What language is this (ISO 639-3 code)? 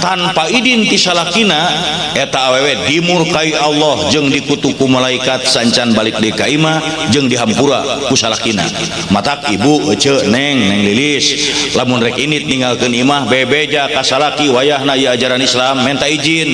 sun